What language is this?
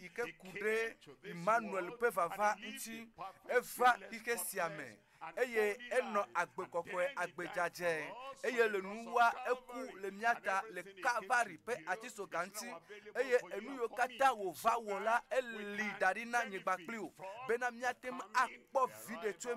Ewe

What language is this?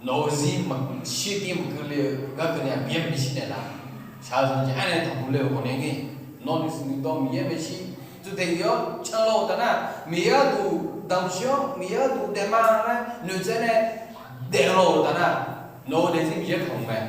Akha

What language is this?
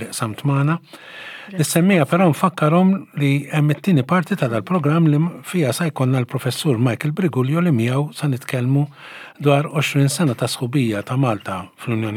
Maltese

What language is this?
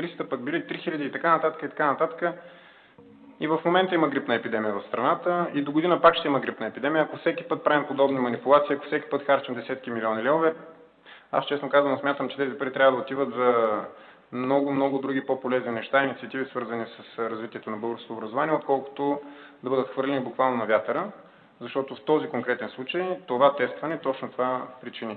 Bulgarian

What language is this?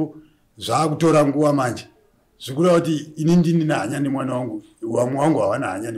Shona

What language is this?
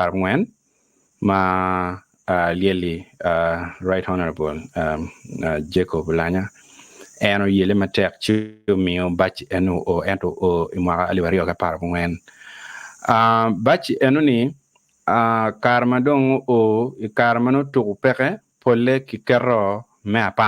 Acoli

